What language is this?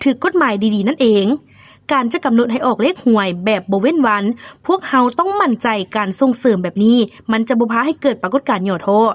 Lao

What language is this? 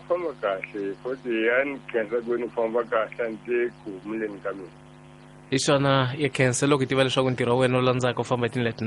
Tsonga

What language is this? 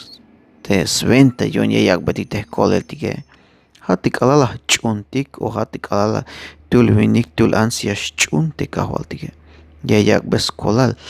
Tzeltal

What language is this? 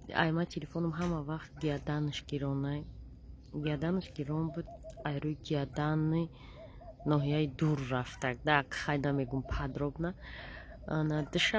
Tajik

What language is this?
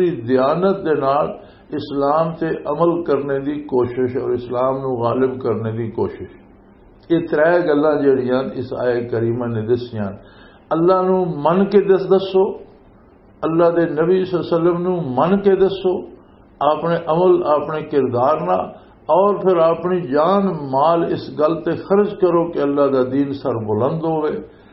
Western Panjabi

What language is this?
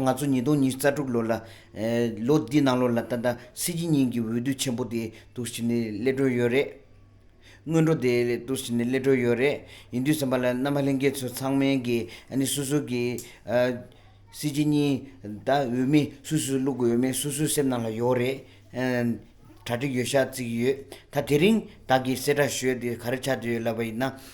Tibetan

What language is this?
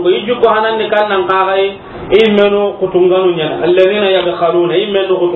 Soninke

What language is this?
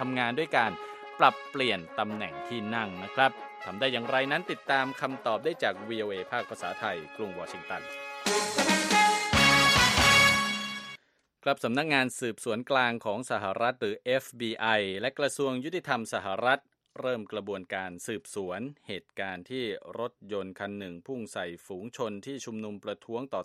Thai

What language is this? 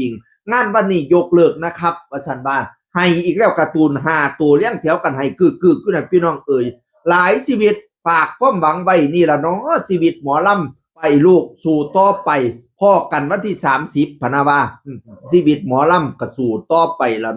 Northeastern Thai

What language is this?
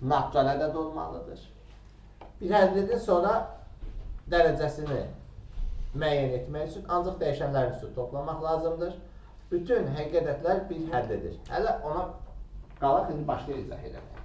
Azerbaijani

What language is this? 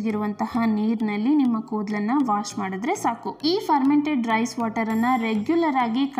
Kannada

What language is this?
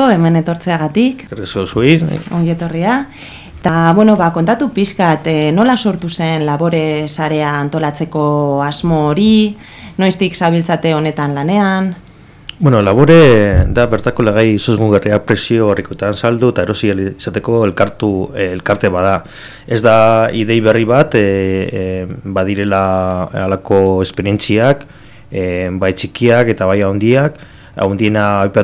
Basque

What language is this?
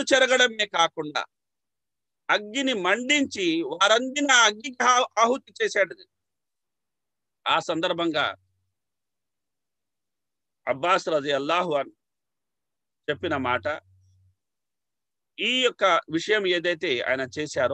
Telugu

